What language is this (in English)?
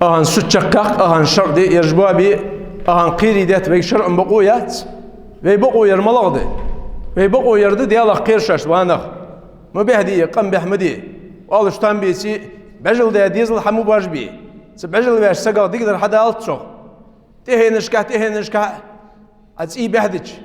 Ingush